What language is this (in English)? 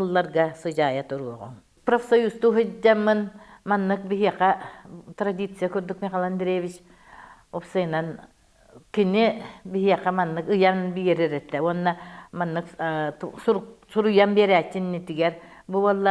Yakut